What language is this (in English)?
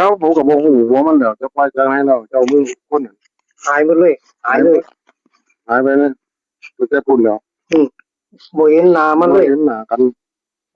Northeastern Thai